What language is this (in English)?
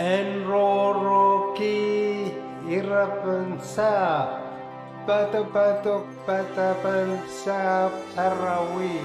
Pohnpeian